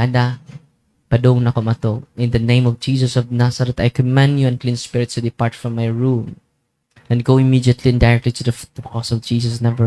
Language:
Cebuano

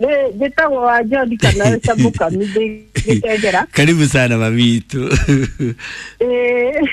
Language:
Kikuyu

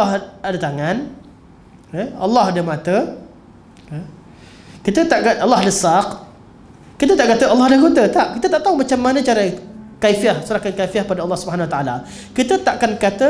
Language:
Malay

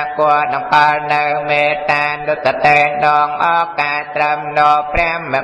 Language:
Khmer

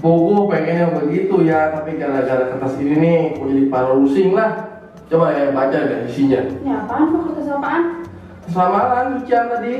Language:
Betawi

